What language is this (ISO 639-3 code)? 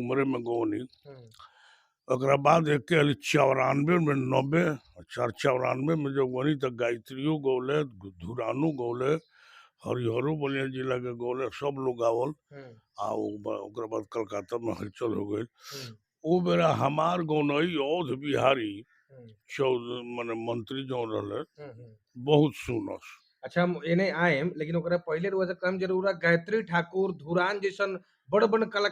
bho